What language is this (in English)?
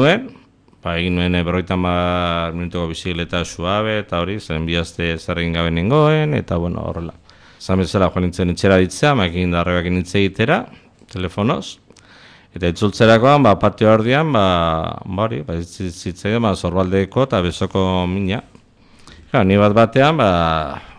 Basque